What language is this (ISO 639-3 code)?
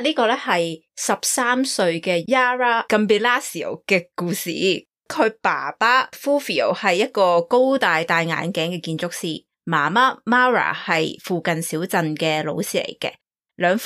yue